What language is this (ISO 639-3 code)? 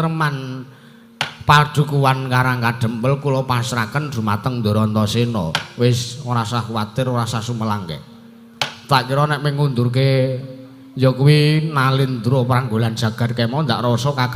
jav